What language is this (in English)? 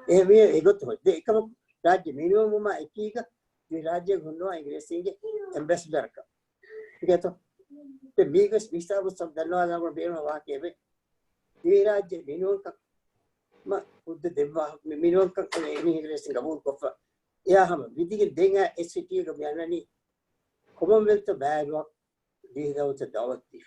Divehi